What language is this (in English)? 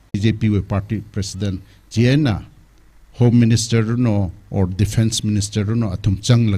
Tangkhul Naga (India)